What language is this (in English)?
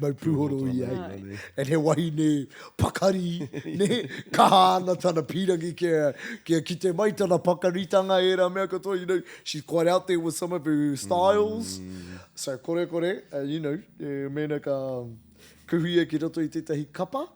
Māori